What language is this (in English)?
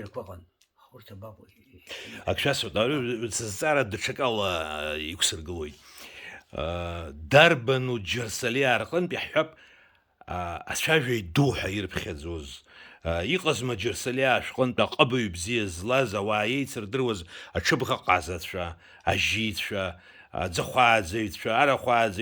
Abkhazian